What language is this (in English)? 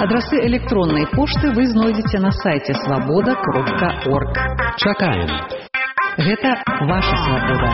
Belarusian